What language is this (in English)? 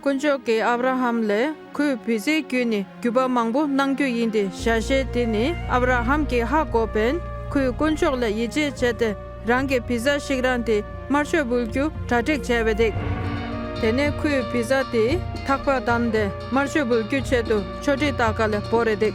Dolpo